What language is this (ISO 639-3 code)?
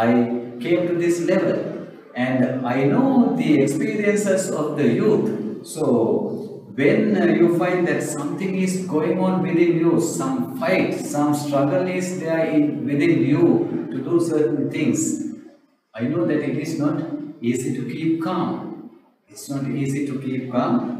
eng